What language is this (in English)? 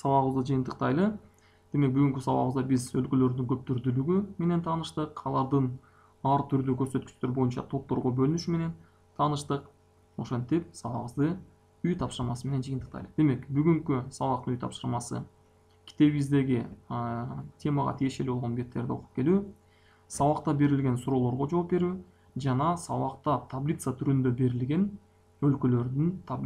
Kyrgyz